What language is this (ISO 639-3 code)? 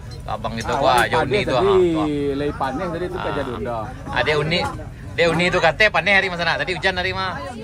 min